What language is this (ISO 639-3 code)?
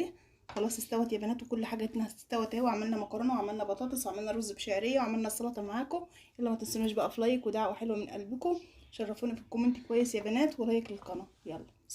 arz